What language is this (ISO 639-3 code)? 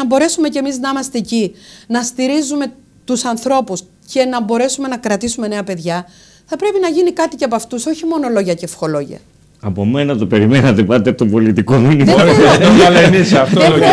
ell